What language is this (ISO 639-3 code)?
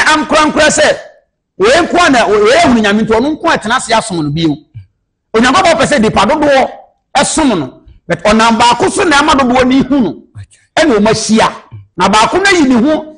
aka